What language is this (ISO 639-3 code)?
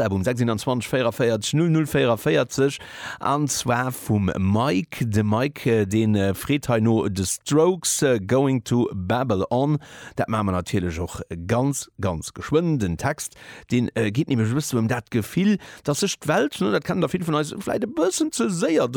ltz